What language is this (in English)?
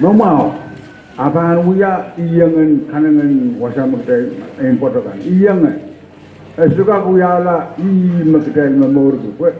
Pohnpeian